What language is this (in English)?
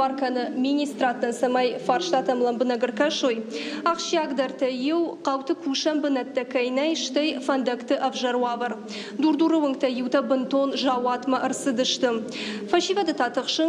Ossetic